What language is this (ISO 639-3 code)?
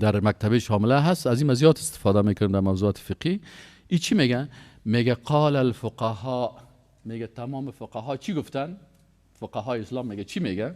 fas